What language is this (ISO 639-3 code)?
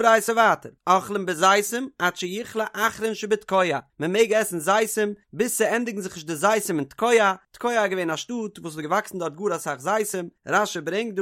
yid